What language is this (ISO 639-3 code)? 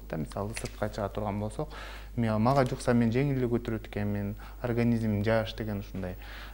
kir